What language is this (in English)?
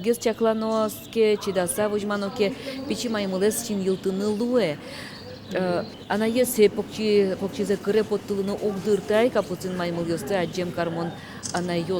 Udmurt